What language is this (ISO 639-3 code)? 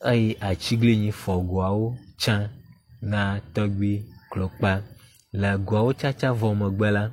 ewe